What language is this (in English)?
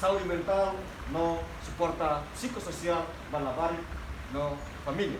Tetum